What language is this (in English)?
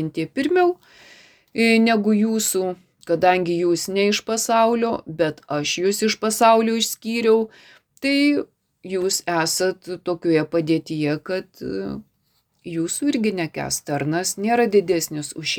Lithuanian